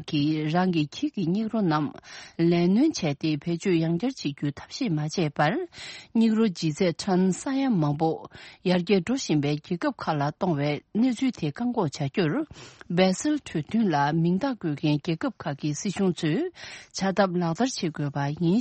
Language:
Tibetan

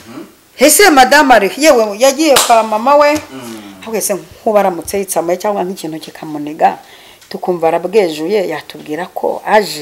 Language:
Kinyarwanda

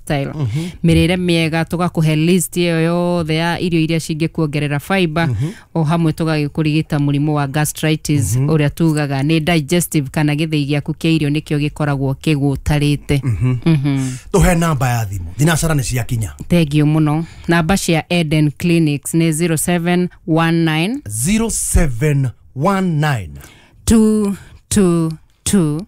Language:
Kikuyu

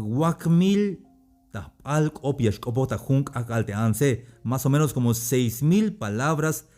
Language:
Tzeltal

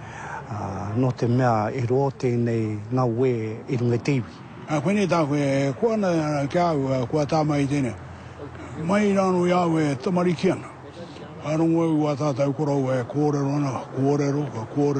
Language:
Māori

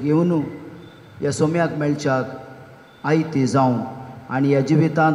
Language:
Konkani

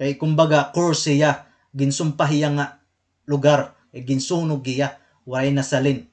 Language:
Waray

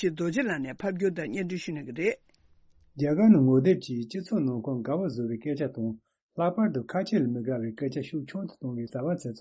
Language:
Tibetan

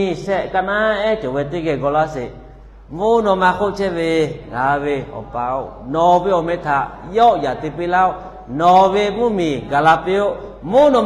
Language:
Lahu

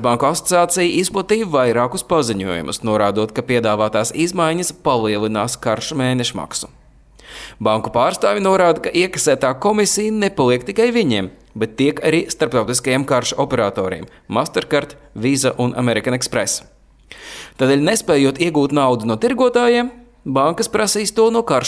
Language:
Latvian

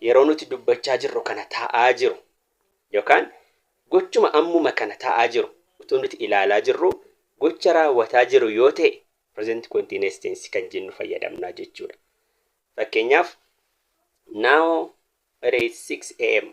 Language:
Oromo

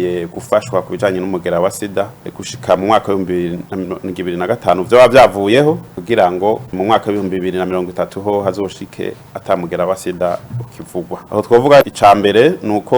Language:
Rundi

